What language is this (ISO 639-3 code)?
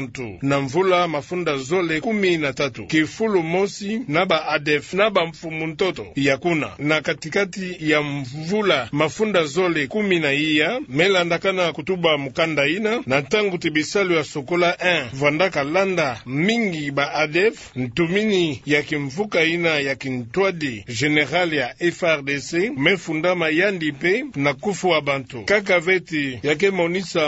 ktu